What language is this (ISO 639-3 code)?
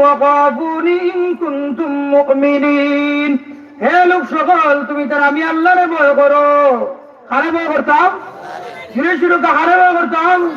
syl